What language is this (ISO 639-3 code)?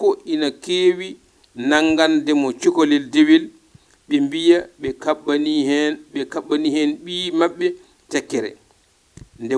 ful